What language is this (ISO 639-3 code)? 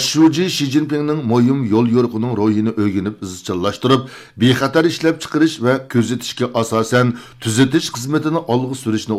uig